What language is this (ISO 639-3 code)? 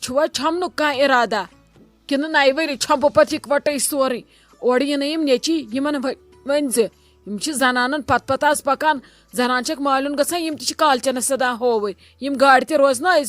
kas